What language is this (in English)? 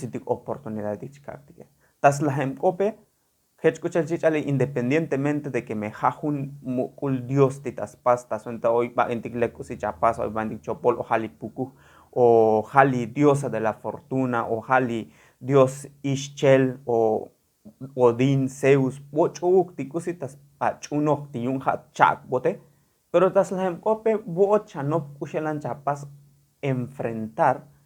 Tzotzil